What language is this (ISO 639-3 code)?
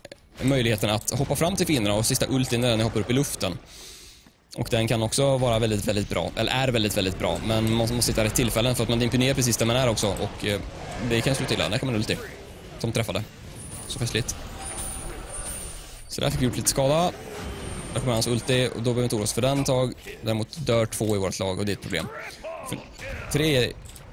swe